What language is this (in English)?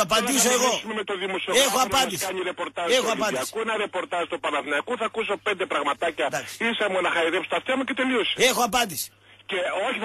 Greek